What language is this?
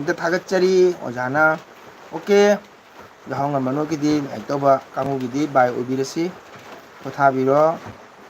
Manipuri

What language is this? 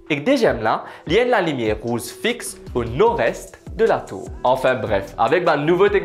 Morisyen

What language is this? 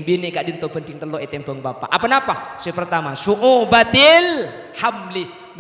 Madurese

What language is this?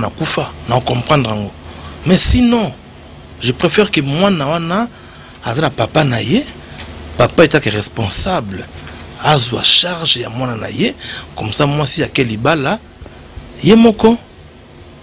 Lingala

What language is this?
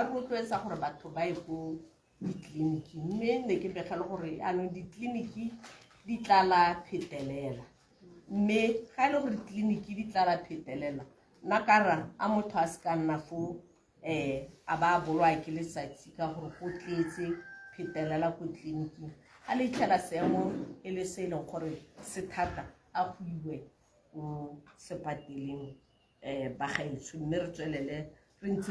Tswana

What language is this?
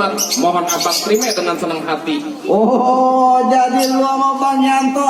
Betawi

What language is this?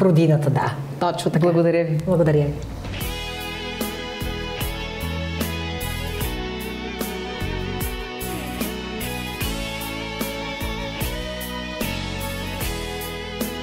Bulgarian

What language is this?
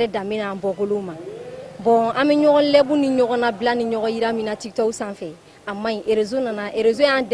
Bambara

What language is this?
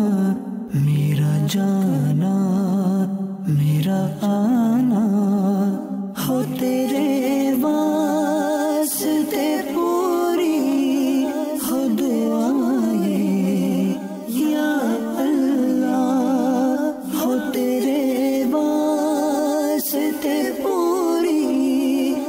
Urdu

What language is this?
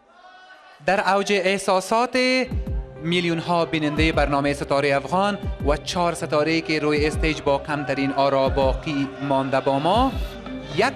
Persian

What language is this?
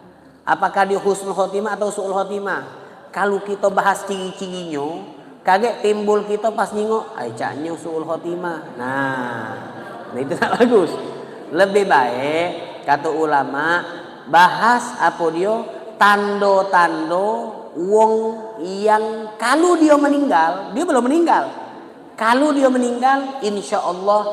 Musi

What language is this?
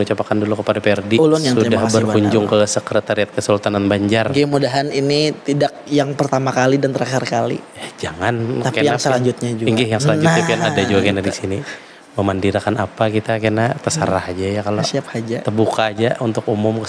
Banjar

